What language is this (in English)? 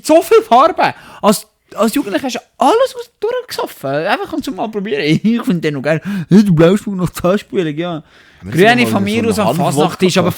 Swiss German